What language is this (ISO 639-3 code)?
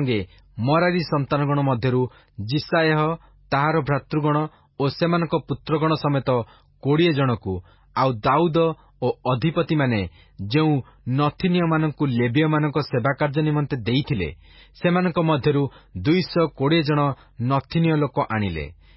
ori